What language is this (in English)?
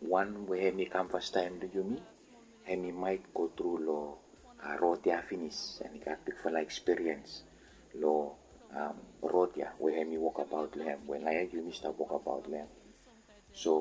Bislama